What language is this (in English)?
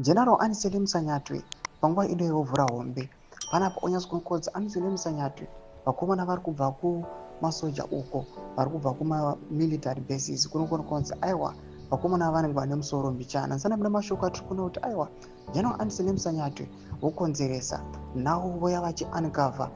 Shona